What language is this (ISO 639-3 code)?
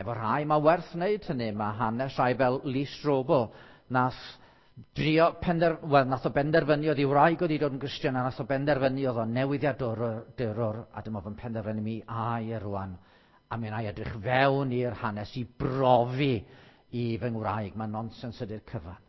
cym